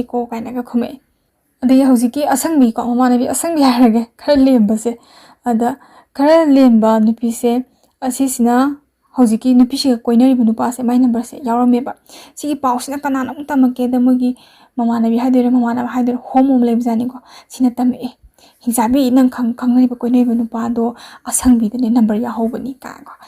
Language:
Manipuri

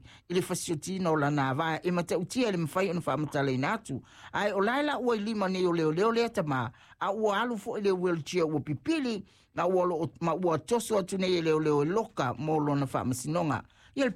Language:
Samoan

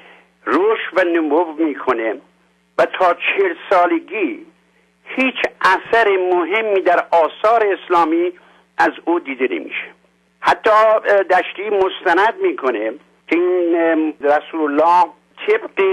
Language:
Persian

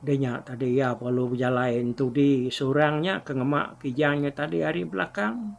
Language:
Iban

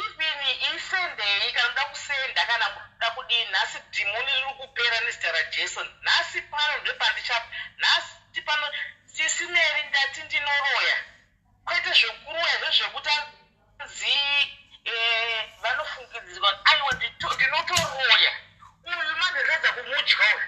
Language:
Shona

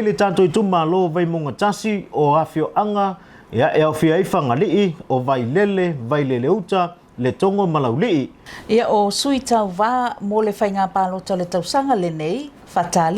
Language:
Samoan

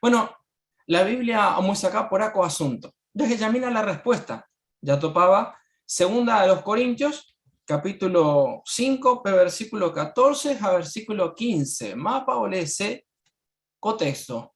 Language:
Guarani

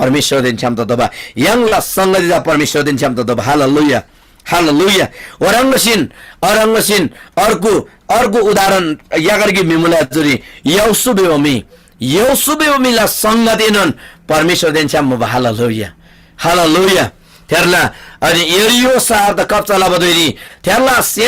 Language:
Eastern Tamang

